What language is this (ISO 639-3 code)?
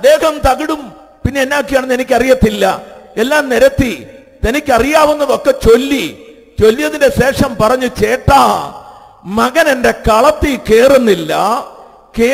mal